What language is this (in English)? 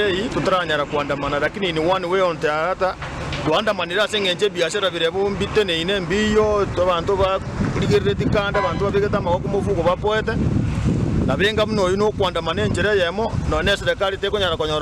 Gusii